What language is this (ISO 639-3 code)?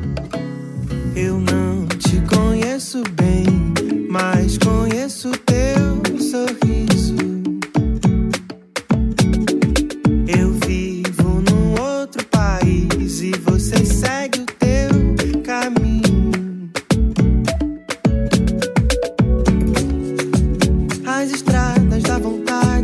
por